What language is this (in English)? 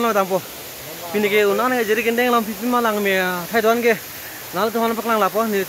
Karbi